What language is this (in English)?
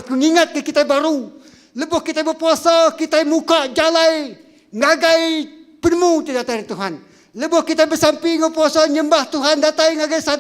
Iban